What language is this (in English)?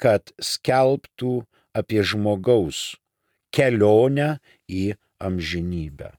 Lithuanian